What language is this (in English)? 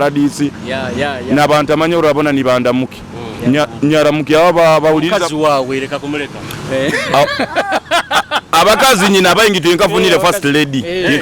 Nyoro